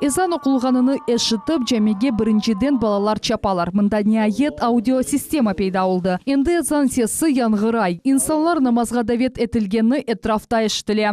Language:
Crimean Tatar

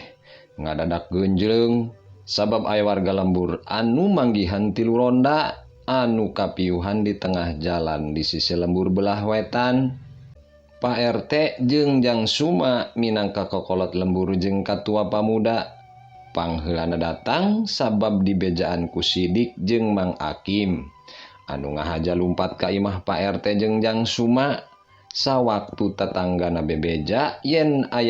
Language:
Sundanese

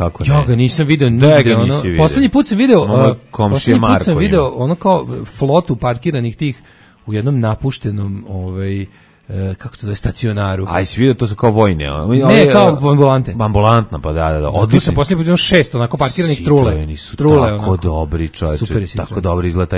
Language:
Serbian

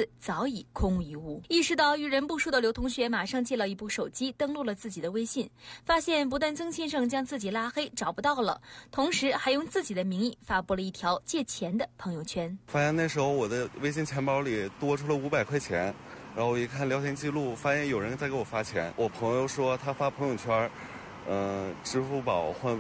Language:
Chinese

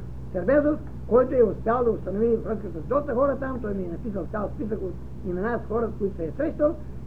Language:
Bulgarian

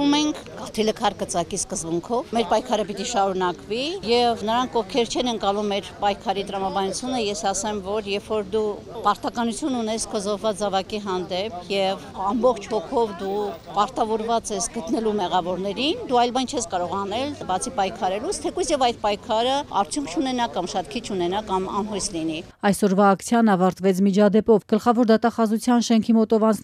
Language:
Armenian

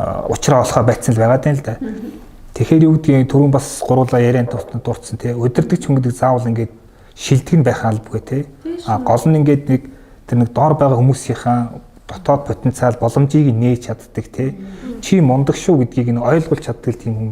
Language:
Mongolian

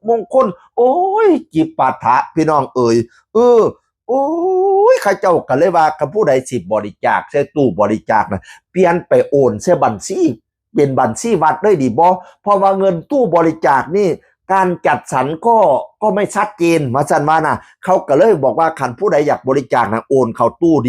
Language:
Northeastern Thai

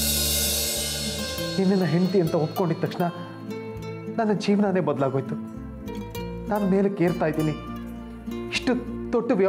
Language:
Kannada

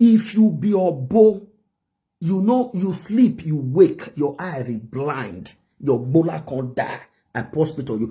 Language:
Nigerian Pidgin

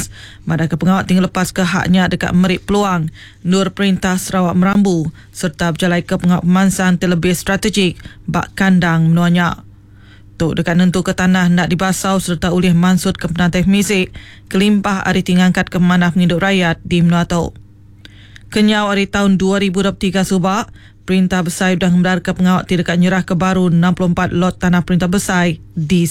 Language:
Iban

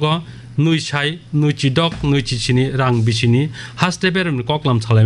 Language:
Kok Borok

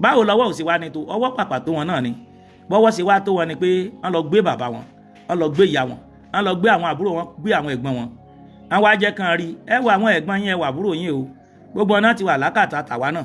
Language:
Yoruba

